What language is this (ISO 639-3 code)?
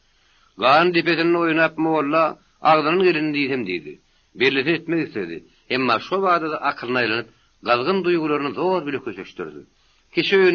tuk